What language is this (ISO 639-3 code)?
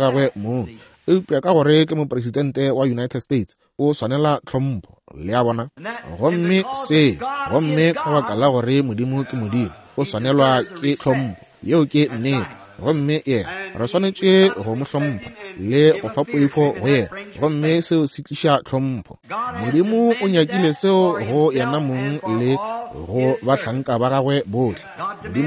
nso